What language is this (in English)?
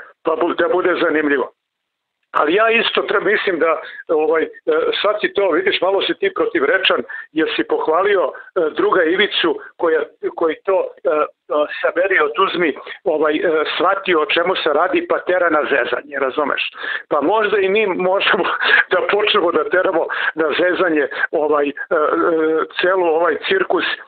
Serbian